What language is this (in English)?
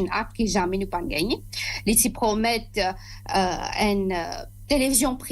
Morisyen